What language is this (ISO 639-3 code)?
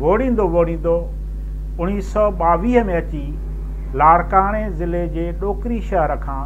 snd